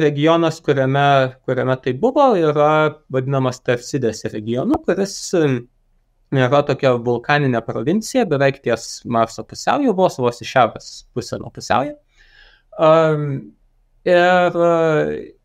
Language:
Lithuanian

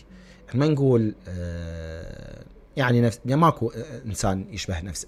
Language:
Mesopotamian Arabic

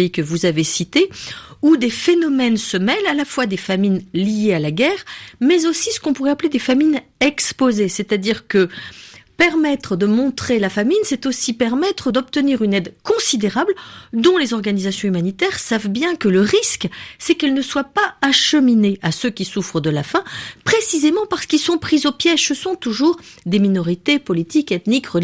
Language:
French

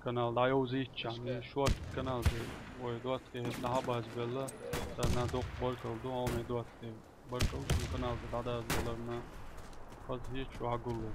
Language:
Chechen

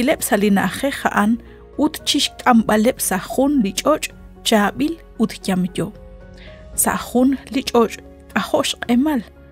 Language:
Kekchí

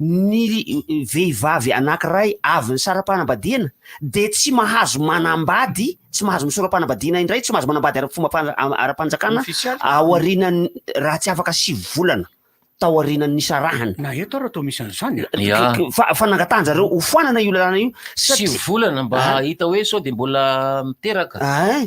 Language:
Malagasy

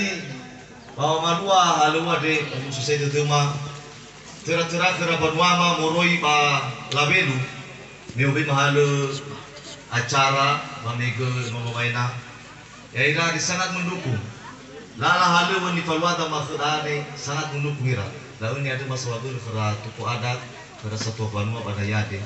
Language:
Nias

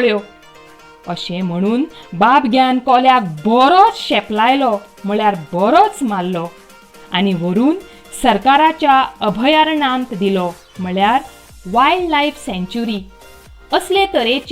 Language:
Konkani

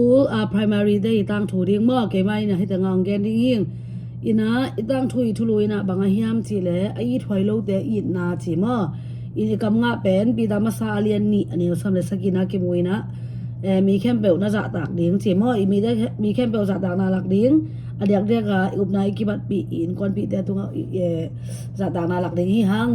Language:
Tedim Chin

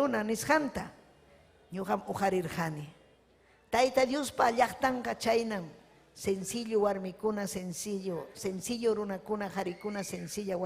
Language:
Ayacucho Quechua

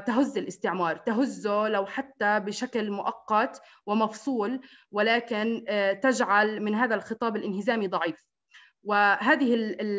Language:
Arabic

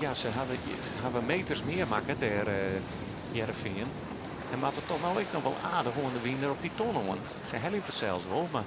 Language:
Western Frisian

